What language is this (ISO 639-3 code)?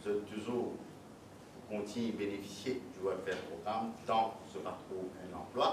mfe